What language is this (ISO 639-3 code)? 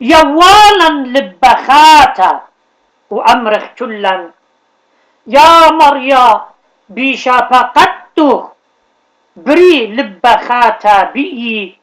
aii